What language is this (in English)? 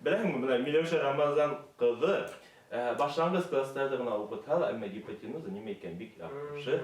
Bashkir